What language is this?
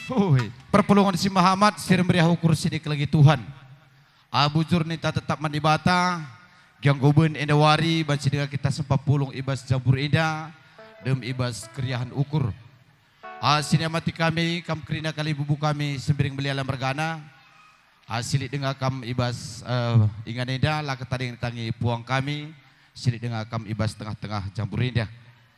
Batak Karo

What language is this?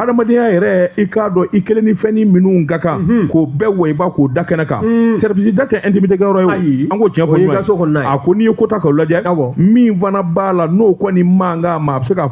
Bambara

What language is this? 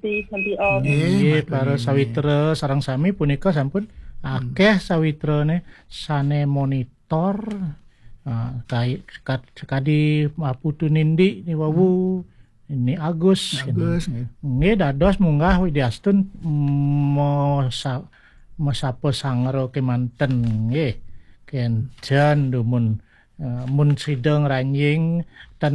Balinese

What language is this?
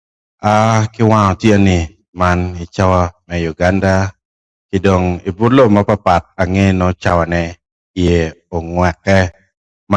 Acoli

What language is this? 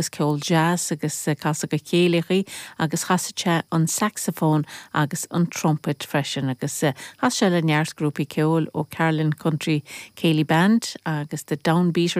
Irish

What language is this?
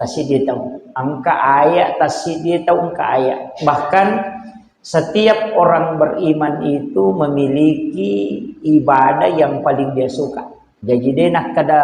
Buginese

